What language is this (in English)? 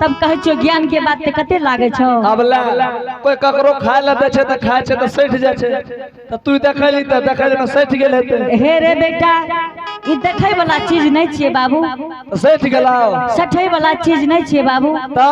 Angika